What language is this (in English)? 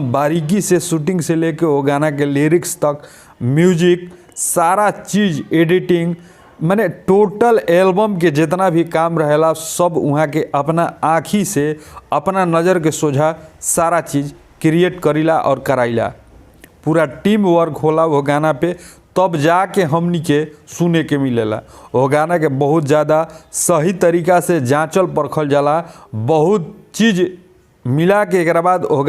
Bhojpuri